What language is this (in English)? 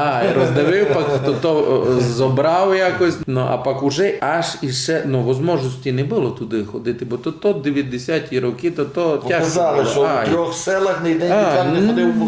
Rusyn